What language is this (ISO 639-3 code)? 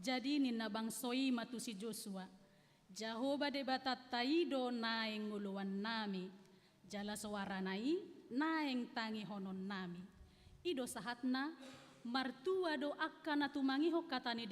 bbc